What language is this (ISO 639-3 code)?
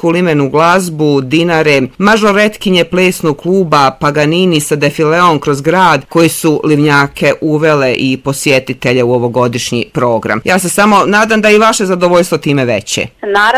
bos